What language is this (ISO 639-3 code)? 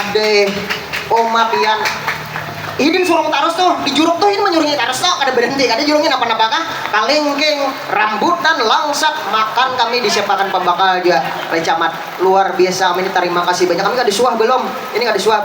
bjn